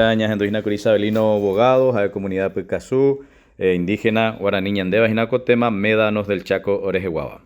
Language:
Guarani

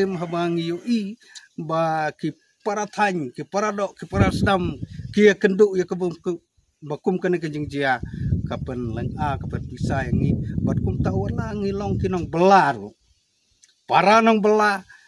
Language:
Khasi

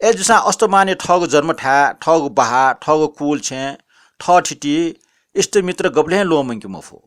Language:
Newari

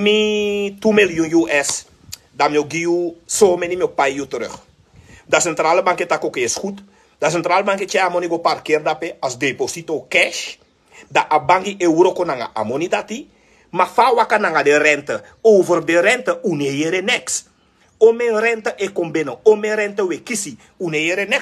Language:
Sranan Tongo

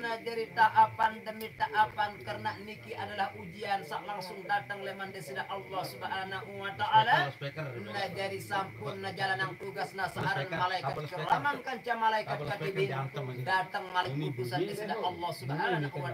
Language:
Sasak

